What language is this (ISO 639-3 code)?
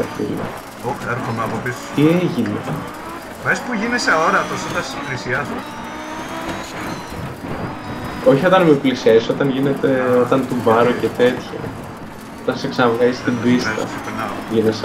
ell